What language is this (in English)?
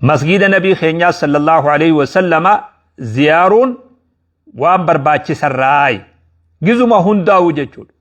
Oromo